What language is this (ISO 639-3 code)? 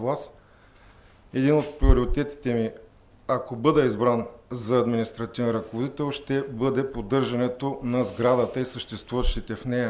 bul